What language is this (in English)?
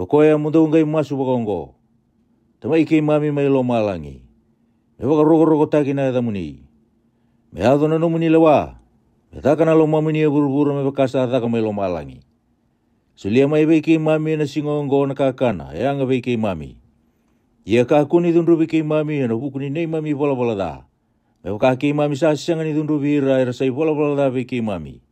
Fijian